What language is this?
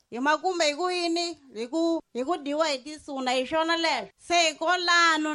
Tsonga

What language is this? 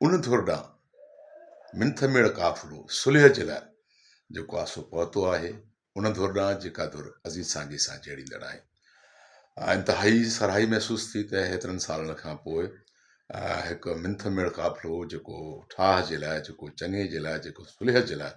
Sindhi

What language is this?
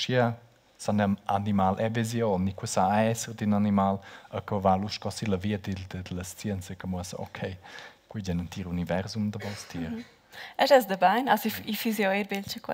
Romansh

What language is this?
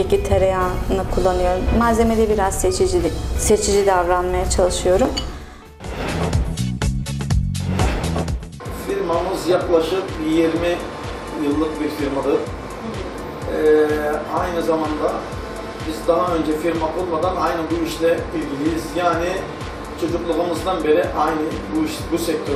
Turkish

